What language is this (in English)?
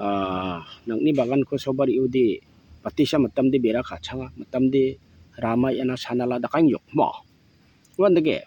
Garo